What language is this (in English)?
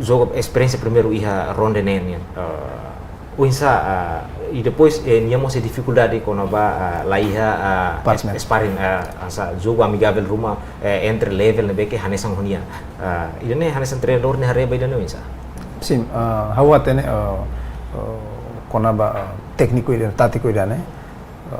Tetum